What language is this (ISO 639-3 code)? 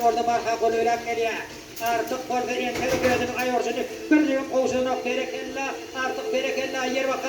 tuk